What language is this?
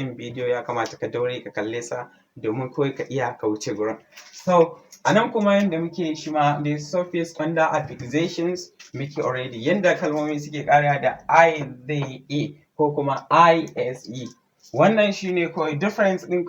Hausa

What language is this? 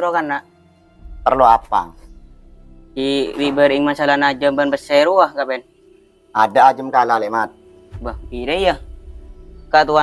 Madurese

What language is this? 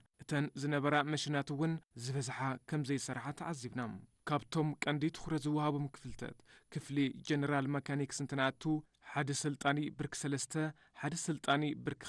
Tigrinya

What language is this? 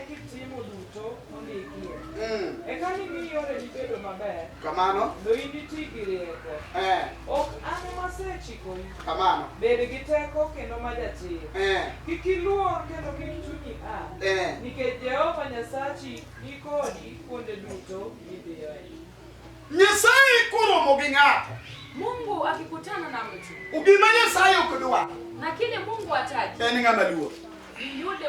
Luo (Kenya and Tanzania)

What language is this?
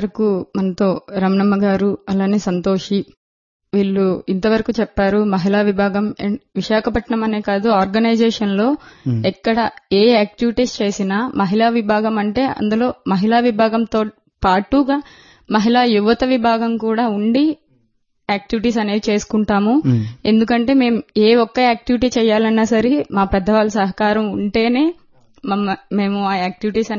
Telugu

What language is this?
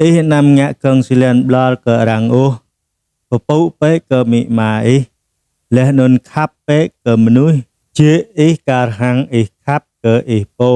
Jarai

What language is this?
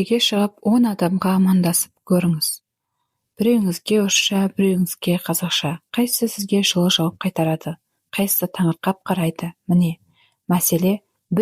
Kazakh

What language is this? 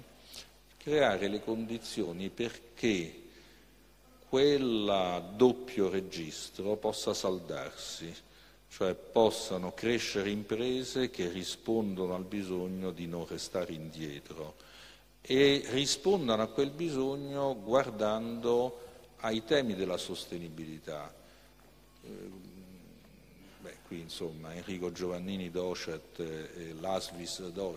Italian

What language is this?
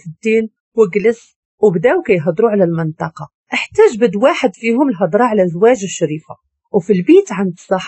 Moroccan Arabic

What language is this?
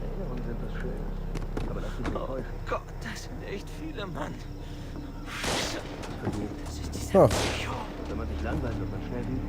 Swiss German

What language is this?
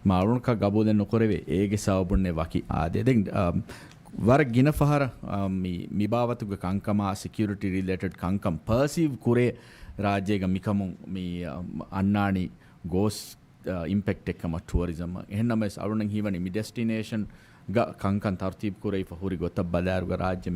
Divehi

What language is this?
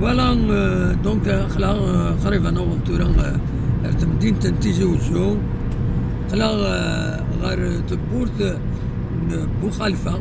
Kabyle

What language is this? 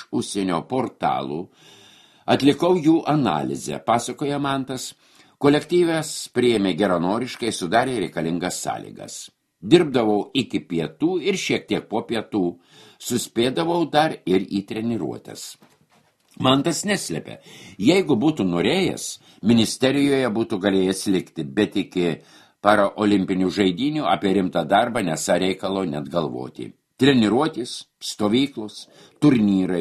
Lithuanian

